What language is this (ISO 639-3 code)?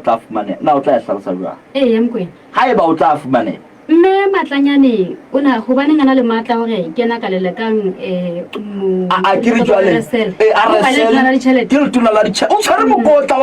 sot